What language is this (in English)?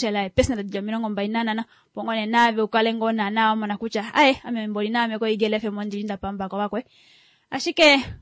Kuanyama